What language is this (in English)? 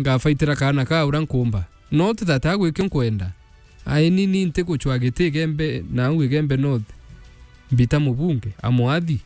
Meru